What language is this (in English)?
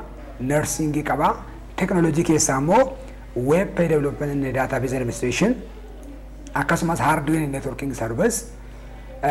Oromo